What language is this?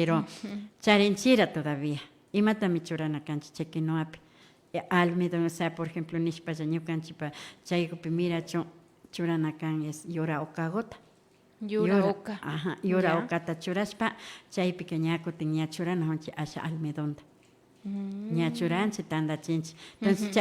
Imbabura Highland Quichua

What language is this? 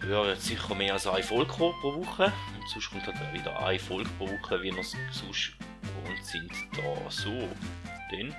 Swiss German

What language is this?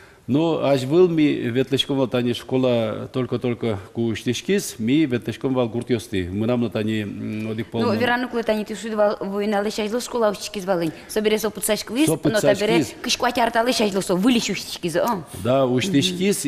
Udmurt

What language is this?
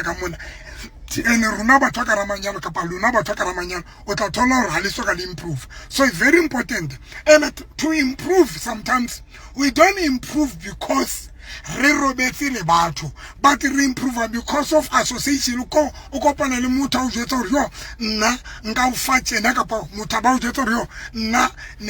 Southern Sotho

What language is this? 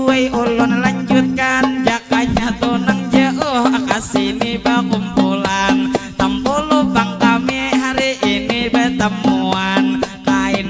Banjar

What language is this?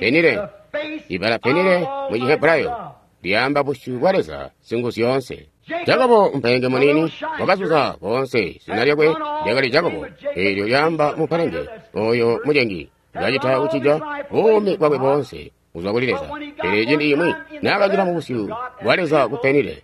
Tonga (Zambia)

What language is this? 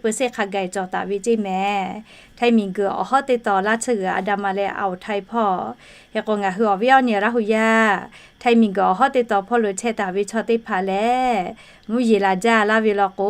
Lahu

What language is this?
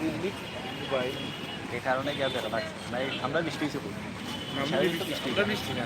Sylheti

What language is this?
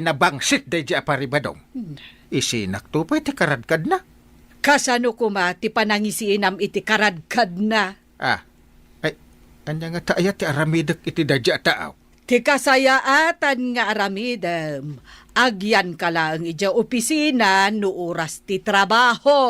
Iloko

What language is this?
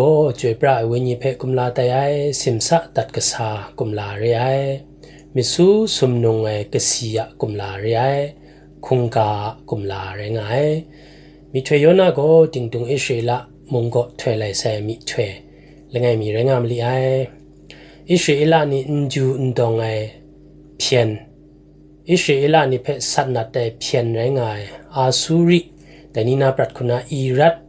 Kachin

